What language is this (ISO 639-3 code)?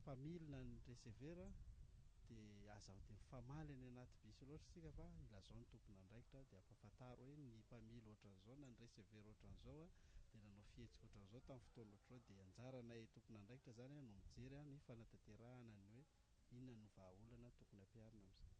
mlg